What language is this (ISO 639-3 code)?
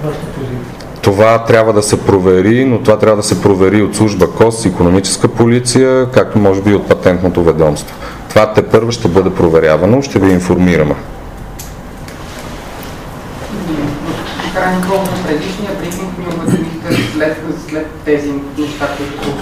bul